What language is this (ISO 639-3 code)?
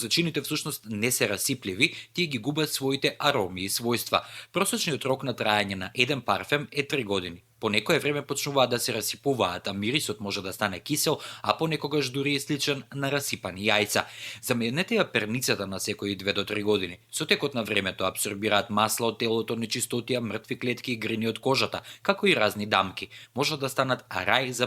mkd